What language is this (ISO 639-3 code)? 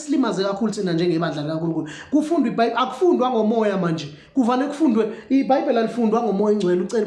zul